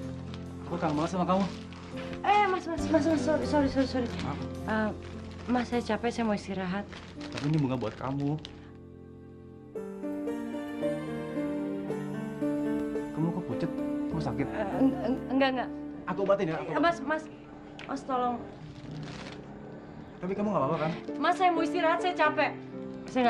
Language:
Indonesian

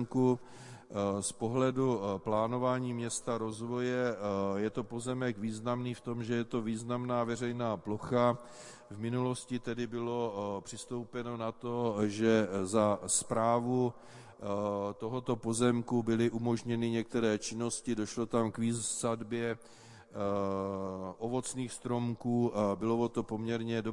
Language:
Czech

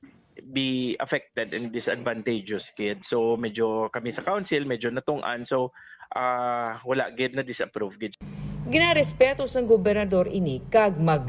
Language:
Hiligaynon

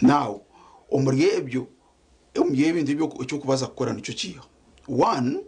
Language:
Nyankole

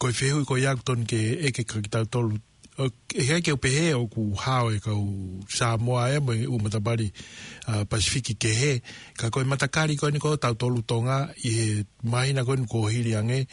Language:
Tongan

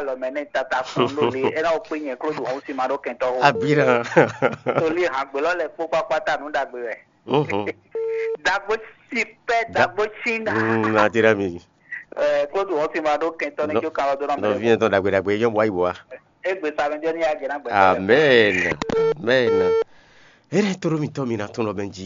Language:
Fon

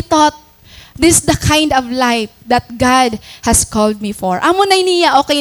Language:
Waray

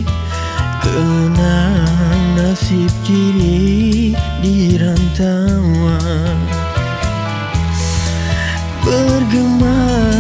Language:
Malay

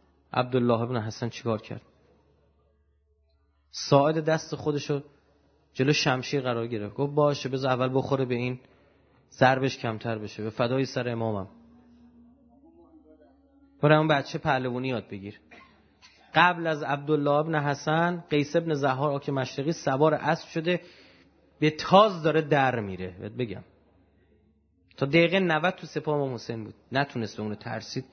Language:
Persian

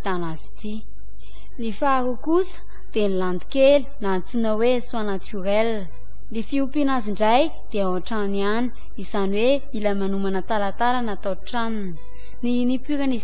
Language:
Malagasy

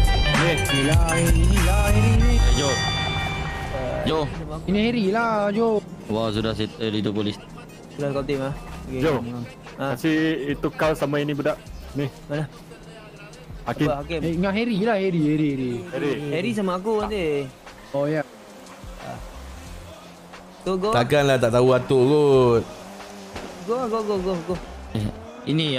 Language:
Malay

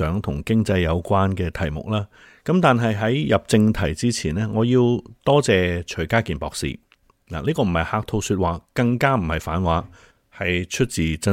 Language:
Cantonese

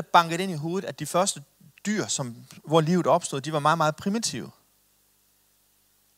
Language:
Danish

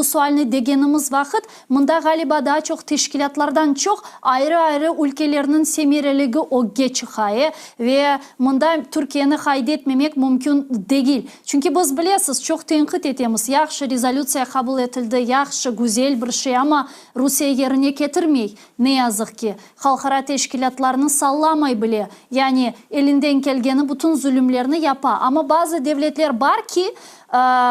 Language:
Crimean Tatar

